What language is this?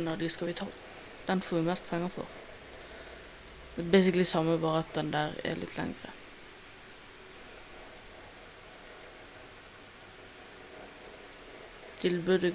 Norwegian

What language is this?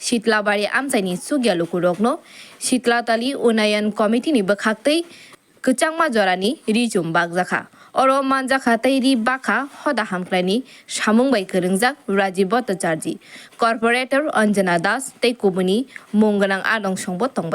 Kok Borok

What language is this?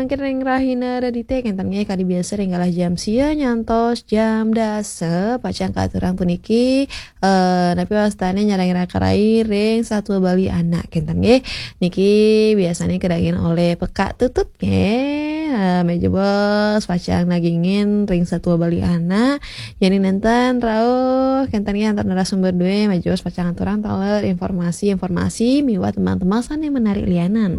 Balinese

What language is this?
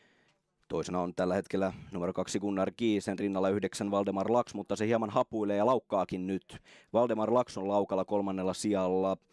Finnish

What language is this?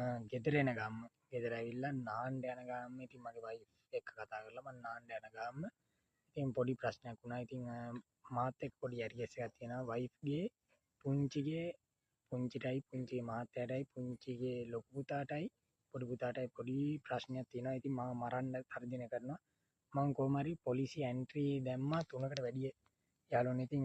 Sinhala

